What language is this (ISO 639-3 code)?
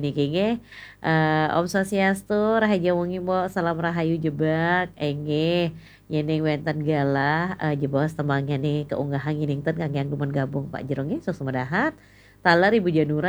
ban